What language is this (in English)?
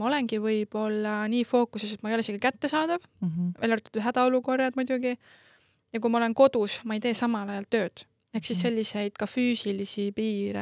Estonian